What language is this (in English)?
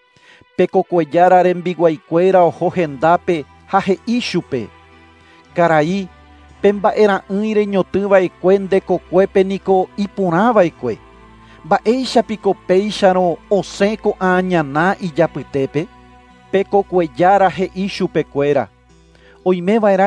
Guarani